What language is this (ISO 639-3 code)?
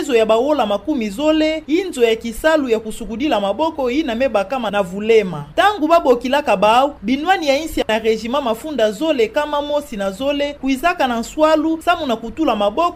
ktu